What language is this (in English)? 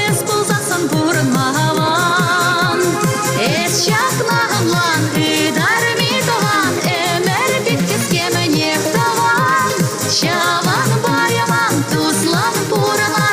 Chuvash